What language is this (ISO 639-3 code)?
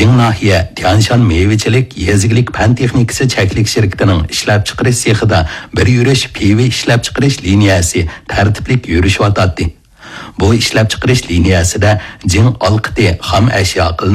uig